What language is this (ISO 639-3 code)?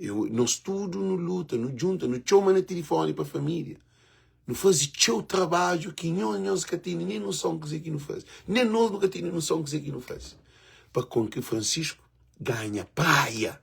kea